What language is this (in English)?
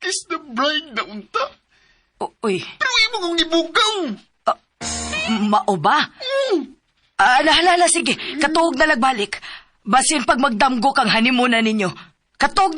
Cebuano